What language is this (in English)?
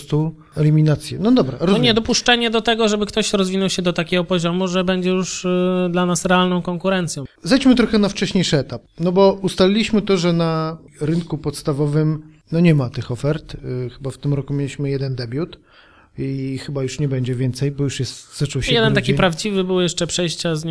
Polish